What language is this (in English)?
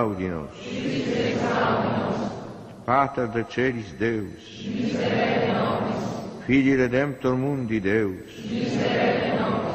Latin